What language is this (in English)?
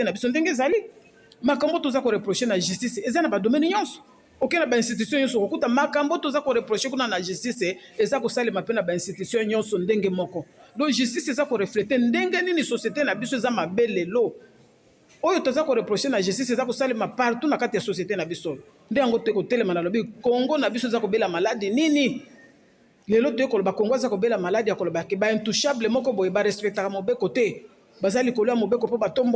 Lingala